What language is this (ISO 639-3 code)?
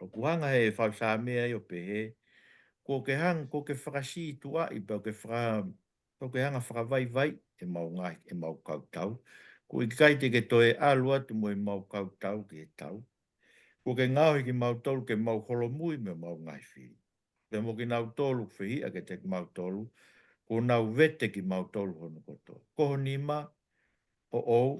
ton